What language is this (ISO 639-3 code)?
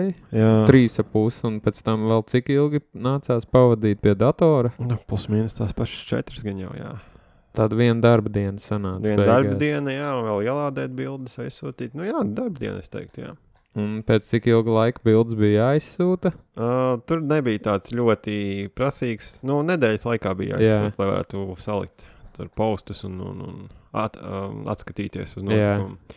lav